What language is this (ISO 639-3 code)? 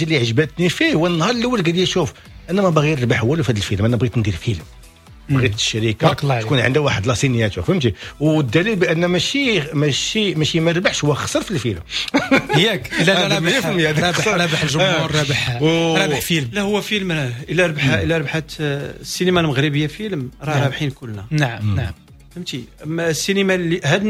ary